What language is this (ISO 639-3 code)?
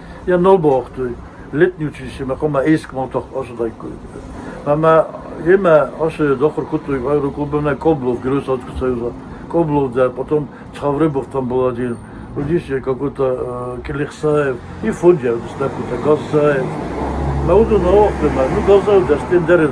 oss